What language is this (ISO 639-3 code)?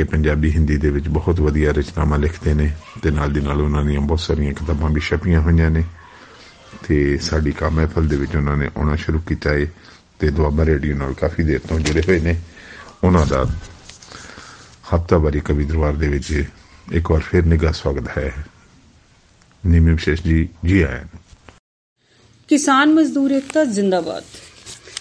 pan